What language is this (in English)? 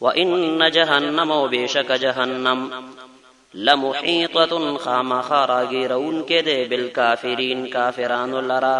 Pashto